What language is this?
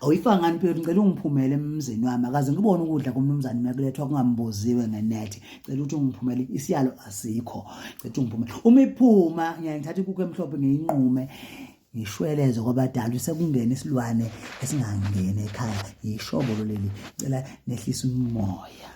Zulu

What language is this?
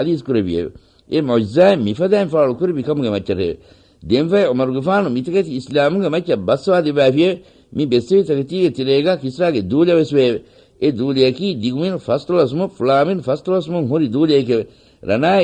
Divehi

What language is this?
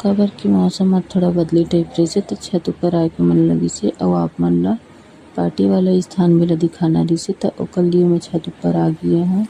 Chhattisgarhi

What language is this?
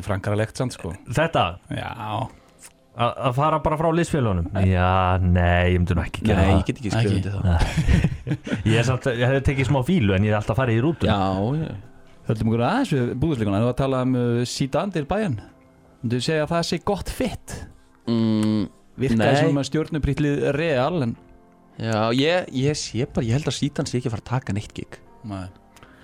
Icelandic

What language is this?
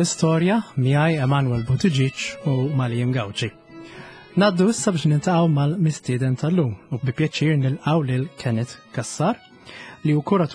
Maltese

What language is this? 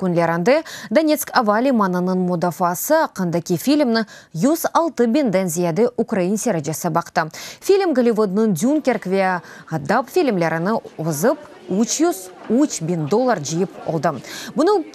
Crimean Tatar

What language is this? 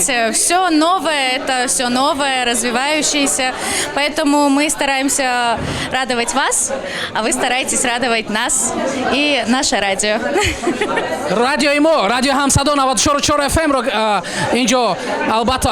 Tajik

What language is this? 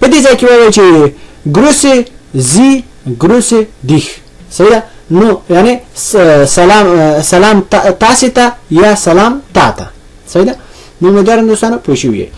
Pashto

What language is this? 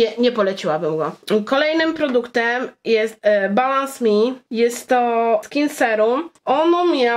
Polish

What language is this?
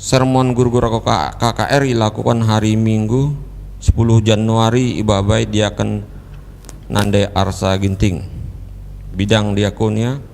Batak Karo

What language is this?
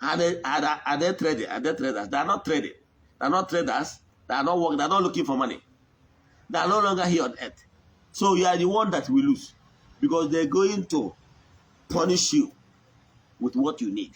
Igbo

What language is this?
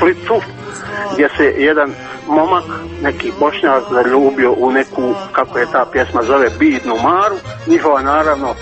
Croatian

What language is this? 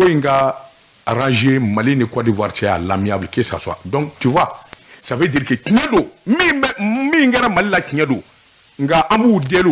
Bambara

